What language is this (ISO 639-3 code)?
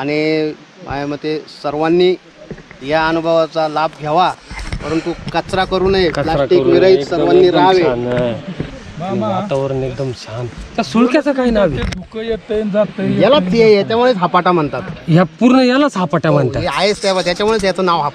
mar